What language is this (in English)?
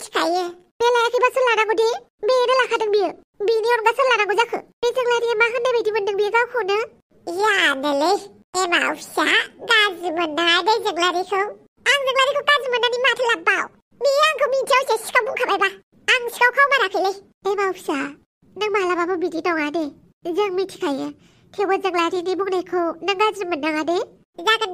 Bodo